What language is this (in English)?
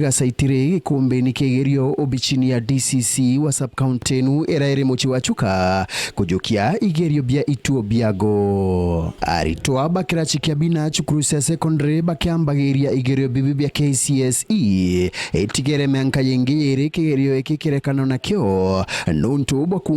Meru